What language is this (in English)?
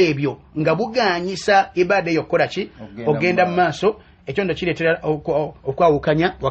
Ganda